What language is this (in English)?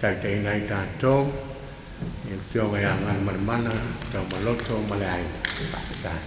Samoan